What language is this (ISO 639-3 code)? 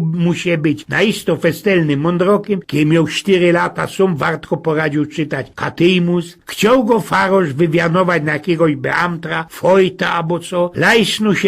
szl